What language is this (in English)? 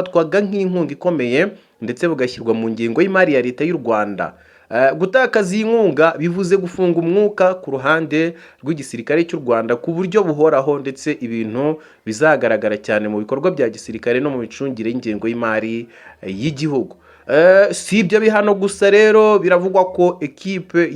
Kinyarwanda